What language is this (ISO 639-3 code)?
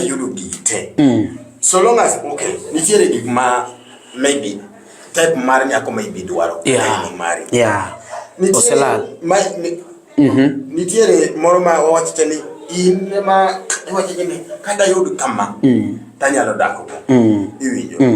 luo